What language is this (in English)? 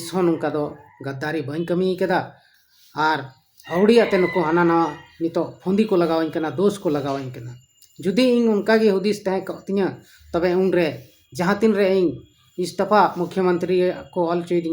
Santali